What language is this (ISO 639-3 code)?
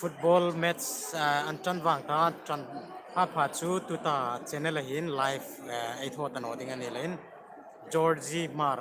hmr